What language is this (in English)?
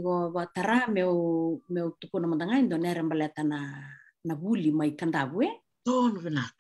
Fijian